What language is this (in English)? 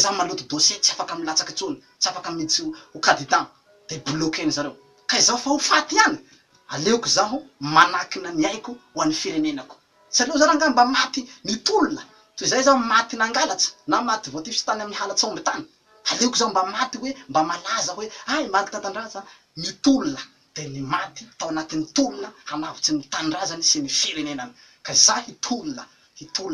Malagasy